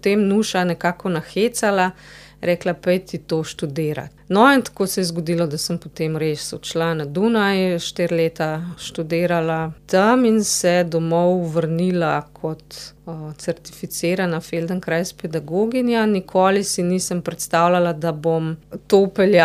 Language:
Slovenian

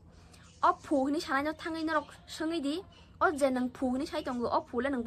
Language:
Kok Borok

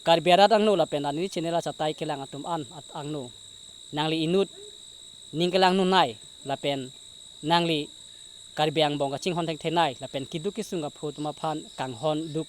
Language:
Karbi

